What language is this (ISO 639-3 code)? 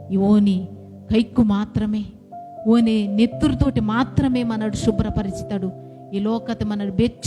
kff